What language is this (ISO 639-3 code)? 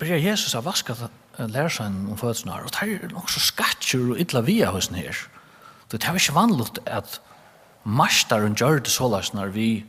fao